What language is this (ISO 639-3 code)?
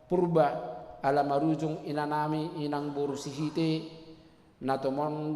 bbc